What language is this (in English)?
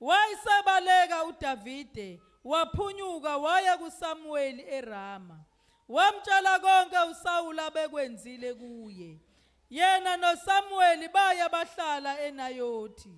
Zulu